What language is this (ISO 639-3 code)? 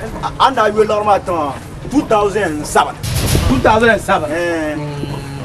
dag